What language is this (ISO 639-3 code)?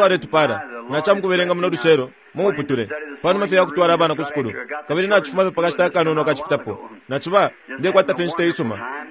bem